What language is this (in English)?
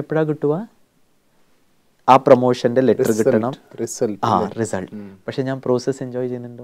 Malayalam